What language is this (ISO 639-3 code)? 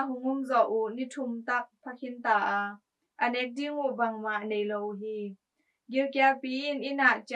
ctd